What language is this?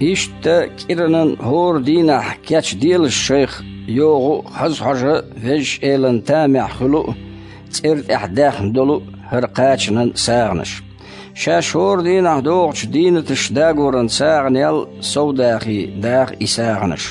Chechen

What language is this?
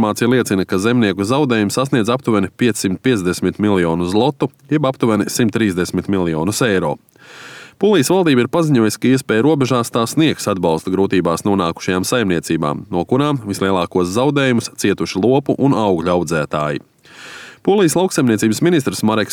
Latvian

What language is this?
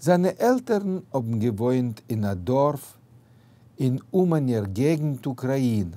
Yiddish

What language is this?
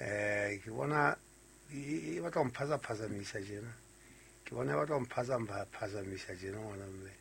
Southern Sotho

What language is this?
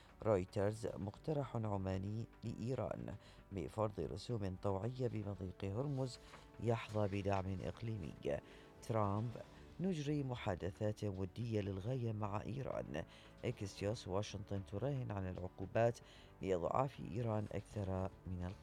Mesopotamian Arabic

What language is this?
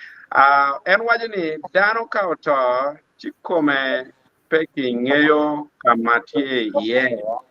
Acoli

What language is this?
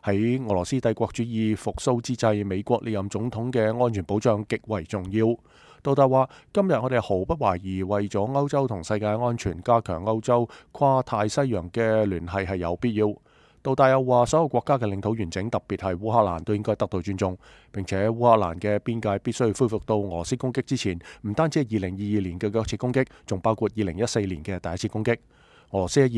Cantonese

